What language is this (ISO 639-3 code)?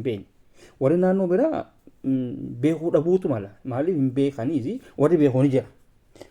orm